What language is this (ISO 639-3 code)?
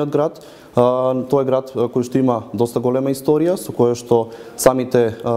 mkd